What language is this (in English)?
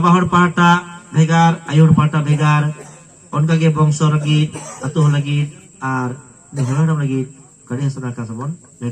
Santali